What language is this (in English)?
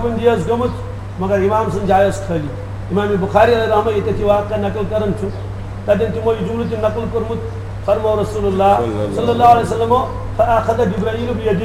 Kashmiri